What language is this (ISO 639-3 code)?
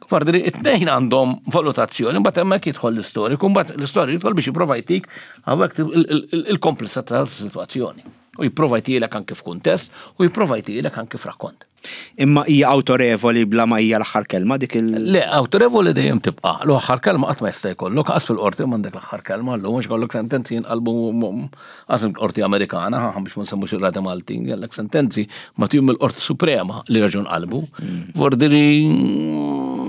mlt